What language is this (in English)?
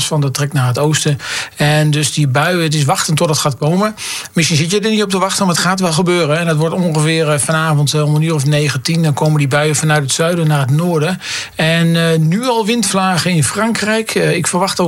Dutch